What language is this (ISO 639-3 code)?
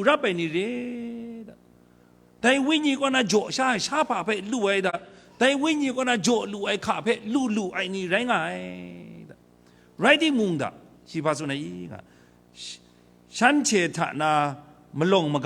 kac